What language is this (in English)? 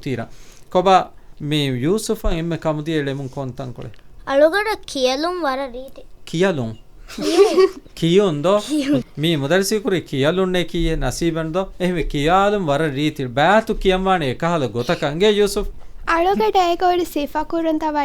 Divehi